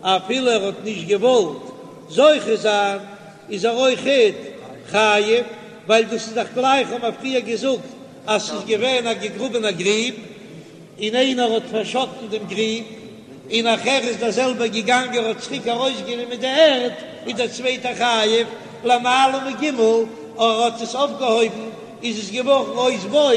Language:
Yiddish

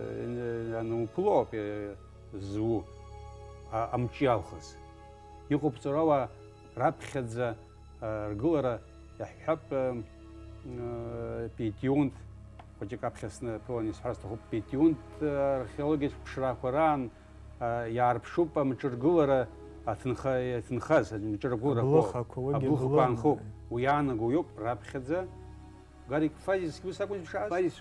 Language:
Abkhazian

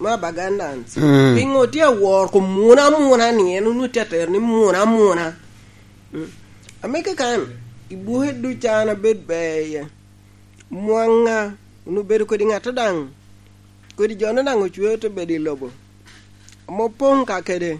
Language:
Lango (Uganda)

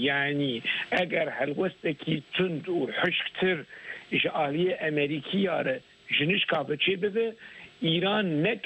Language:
Kurdish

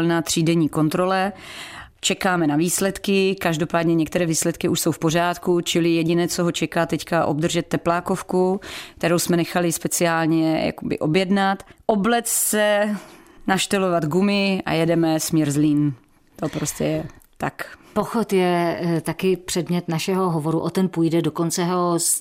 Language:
Czech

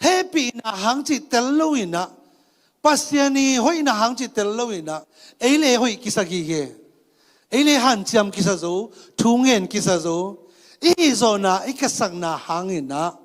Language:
Tedim Chin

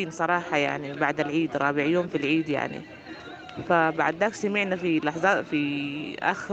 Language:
Sudanese Arabic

